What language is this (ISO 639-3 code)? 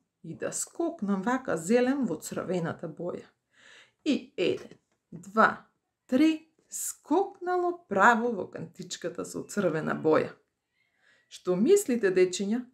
mkd